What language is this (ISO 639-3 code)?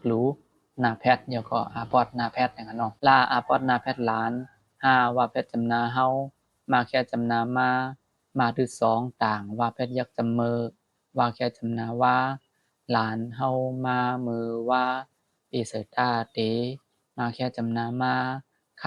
shn